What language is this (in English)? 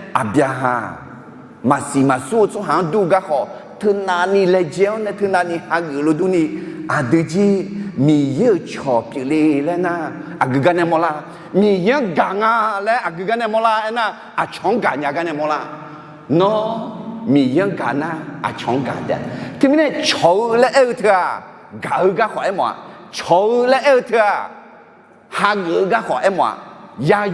Akha